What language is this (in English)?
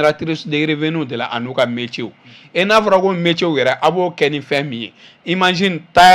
Bambara